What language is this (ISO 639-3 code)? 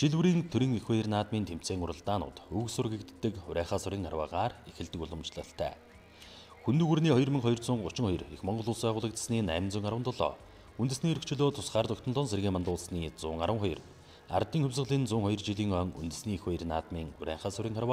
mon